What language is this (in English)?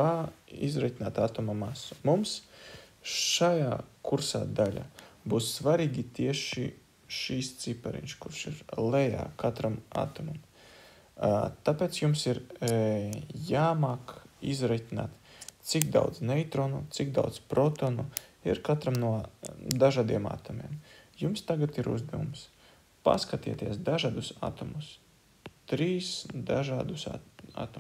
Latvian